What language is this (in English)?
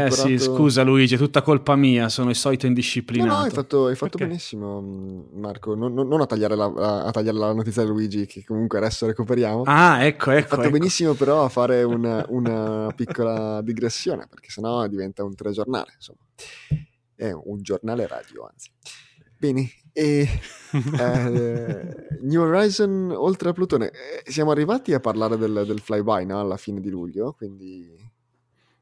Italian